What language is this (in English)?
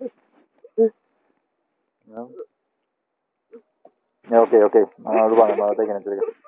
Estonian